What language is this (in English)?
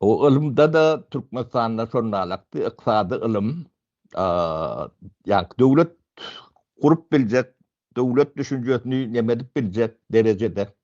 Turkmen